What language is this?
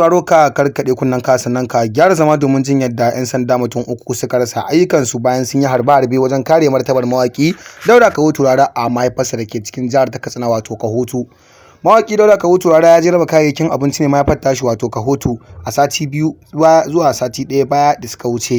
Hausa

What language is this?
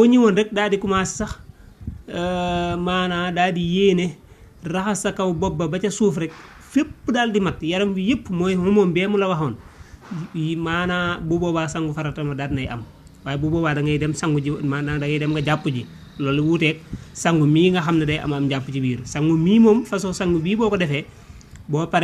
Wolof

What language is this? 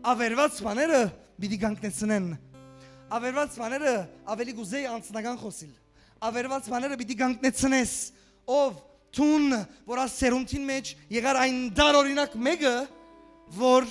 Western Armenian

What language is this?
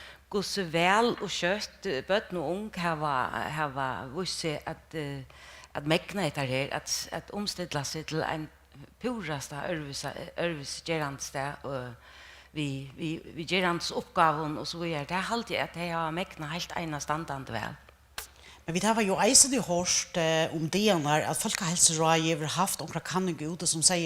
Faroese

